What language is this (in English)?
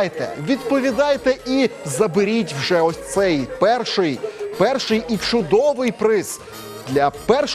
Ukrainian